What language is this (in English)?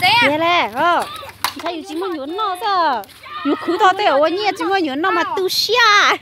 Hmong